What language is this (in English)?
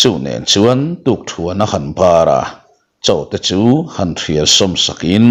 Mizo